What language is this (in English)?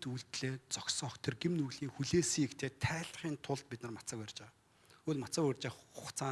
Mongolian